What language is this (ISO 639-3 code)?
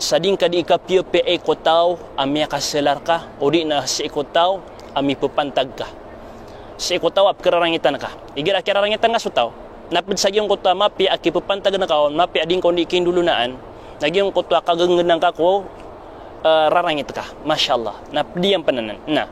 mrw